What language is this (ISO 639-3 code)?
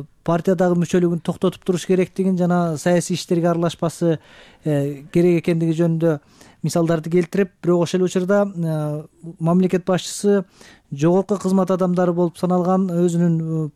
kir